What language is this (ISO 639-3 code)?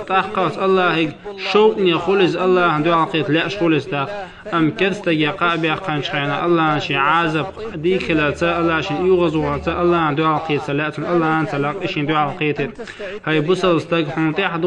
che